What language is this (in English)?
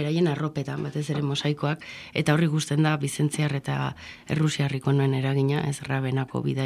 Basque